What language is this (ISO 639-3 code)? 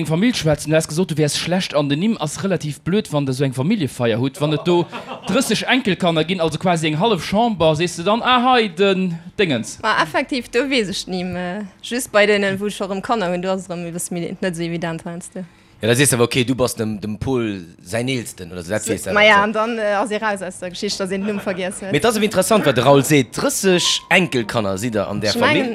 ltz